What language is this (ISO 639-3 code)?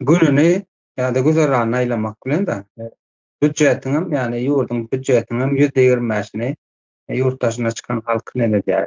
tuk